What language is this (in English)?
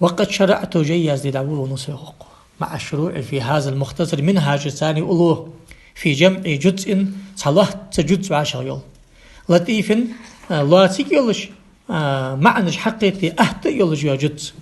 Ingush